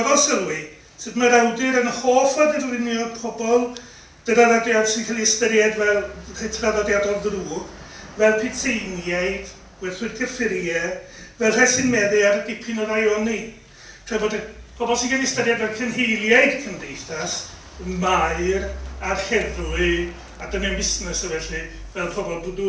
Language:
Welsh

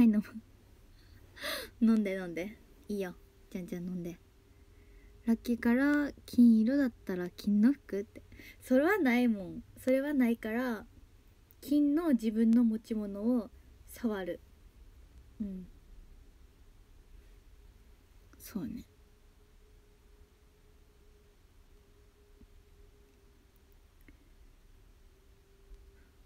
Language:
Japanese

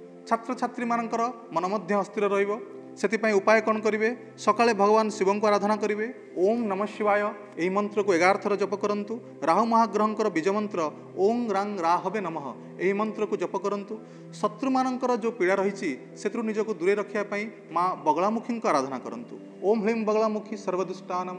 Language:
Odia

